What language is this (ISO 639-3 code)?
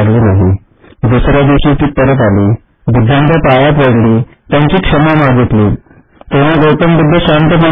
mar